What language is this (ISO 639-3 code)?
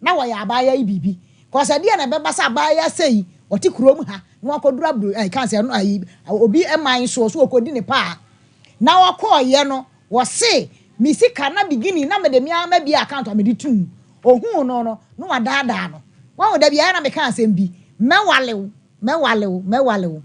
aka